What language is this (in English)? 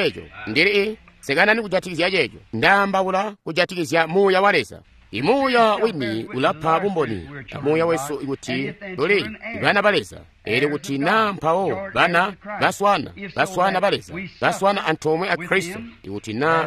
Tonga (Zambia)